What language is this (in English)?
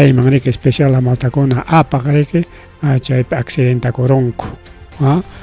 Ayacucho Quechua